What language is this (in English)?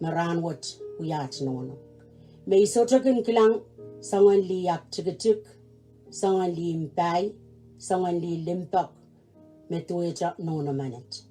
Pohnpeian